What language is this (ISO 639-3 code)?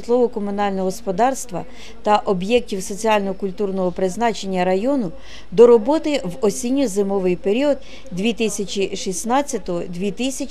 ukr